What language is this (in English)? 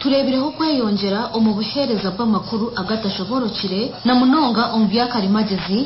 Nyankole